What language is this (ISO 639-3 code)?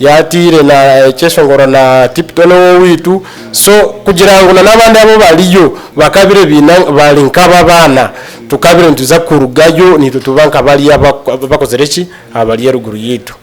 nyn